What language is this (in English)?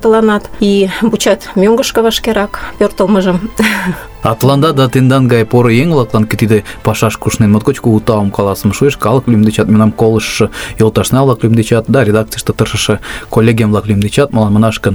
Mari